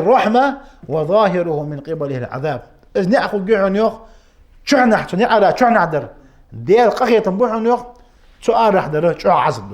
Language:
Ingush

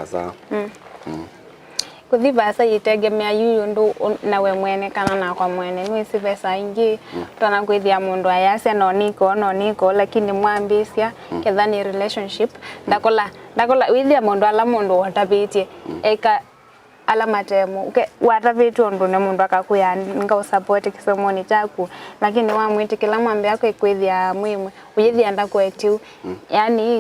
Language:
Kamba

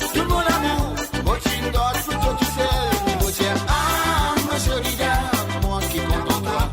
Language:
Morisyen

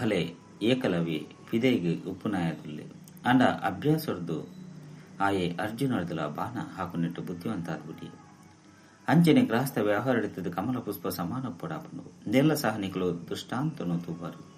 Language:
Tulu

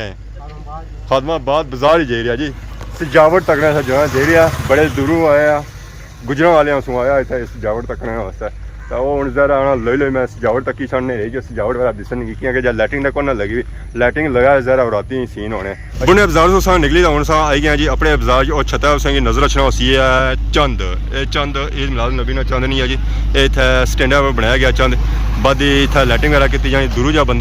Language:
Pahari-Potwari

